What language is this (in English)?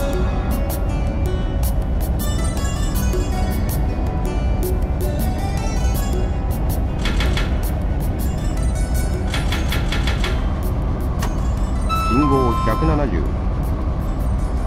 Japanese